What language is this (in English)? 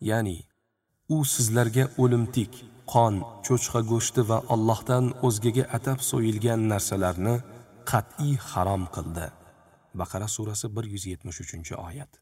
Uzbek